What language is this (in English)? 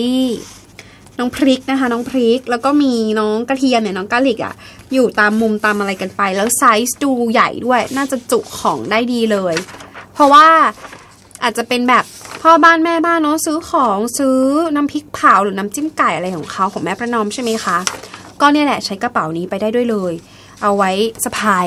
Thai